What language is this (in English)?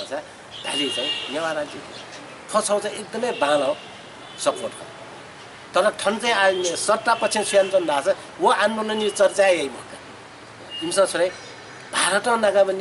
Newari